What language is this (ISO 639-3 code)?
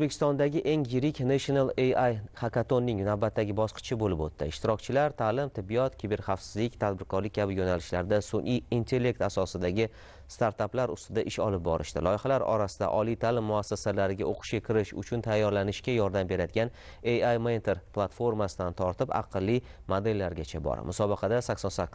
uzb